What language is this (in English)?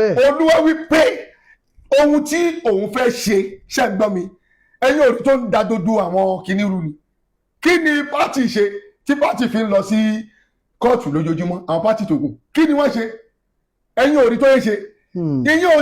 Yoruba